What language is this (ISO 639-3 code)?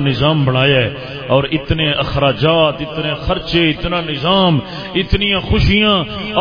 skr